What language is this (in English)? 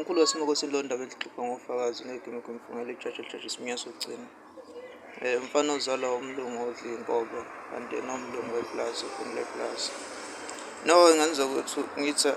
Zulu